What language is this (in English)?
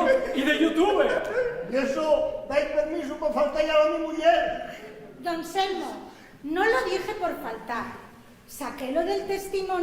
Asturian